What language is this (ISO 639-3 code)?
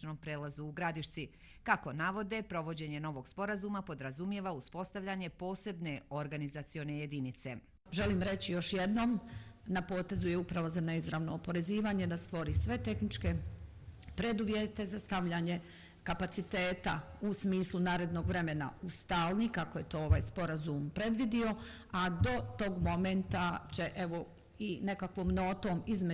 bos